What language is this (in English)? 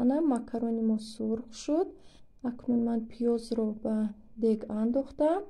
Tajik